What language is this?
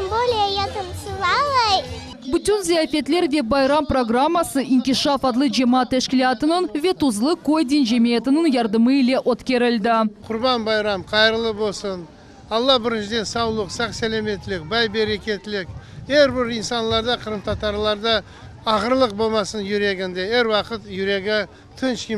Crimean Tatar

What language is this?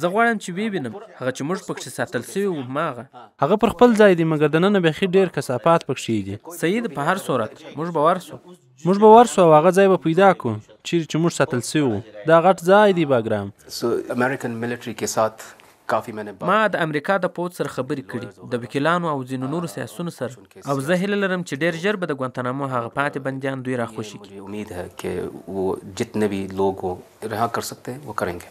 Pashto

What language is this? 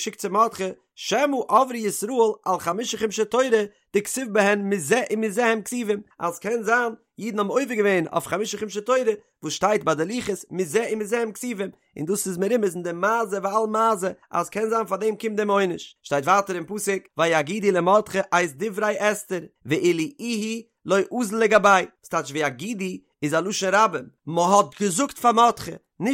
Yiddish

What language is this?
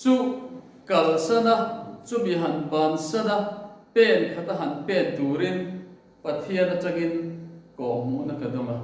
Mizo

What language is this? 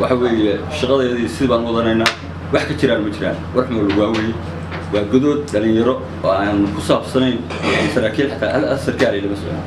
Somali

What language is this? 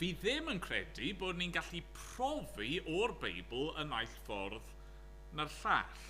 Welsh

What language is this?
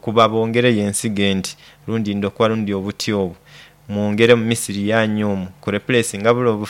Nyoro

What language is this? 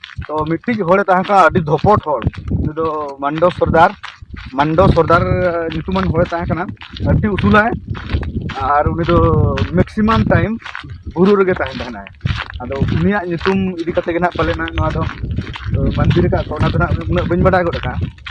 Santali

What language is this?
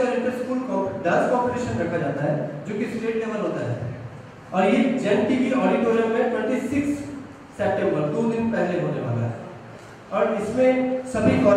Hindi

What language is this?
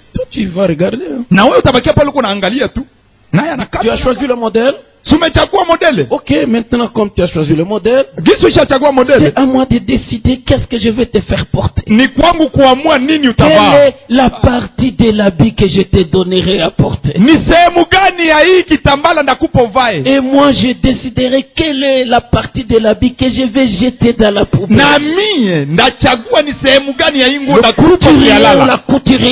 Swahili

